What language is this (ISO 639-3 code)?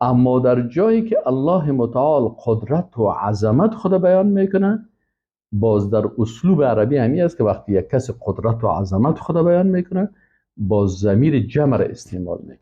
fas